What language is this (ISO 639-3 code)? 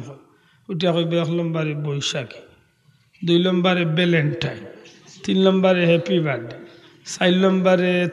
syl